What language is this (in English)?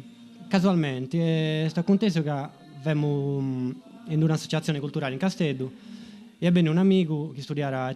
Sardinian